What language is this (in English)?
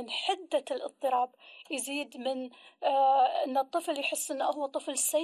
Gulf Arabic